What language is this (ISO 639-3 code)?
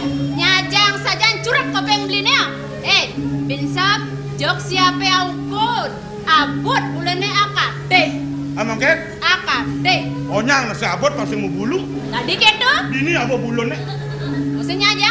ban